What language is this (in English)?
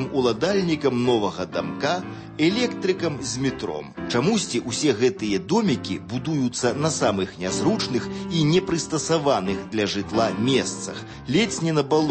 Belarusian